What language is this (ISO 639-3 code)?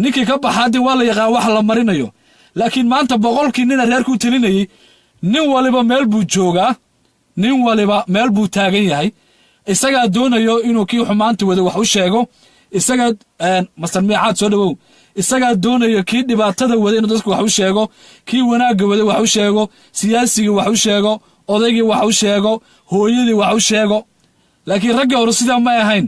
som